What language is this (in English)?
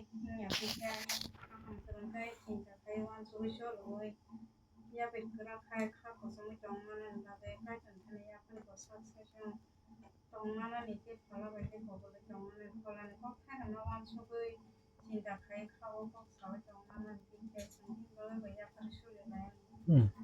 Kok Borok